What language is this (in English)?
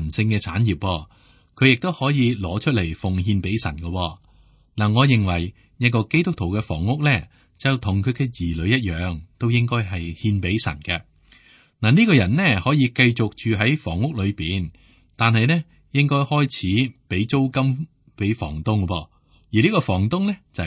Cantonese